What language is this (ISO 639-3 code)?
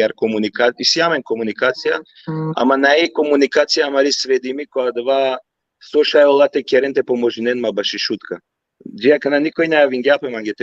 rmn